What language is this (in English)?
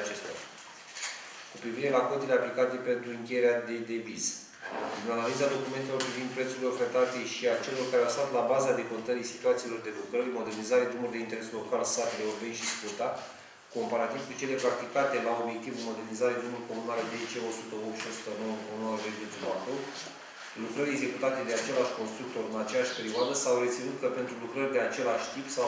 Romanian